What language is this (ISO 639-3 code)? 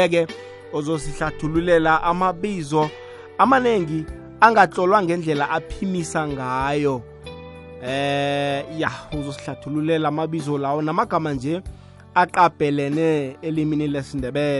nbl